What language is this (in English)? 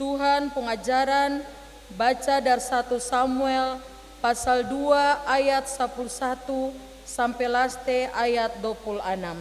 Ambonese Malay